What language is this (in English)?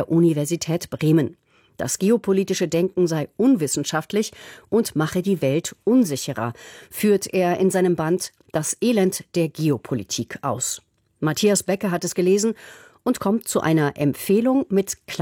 German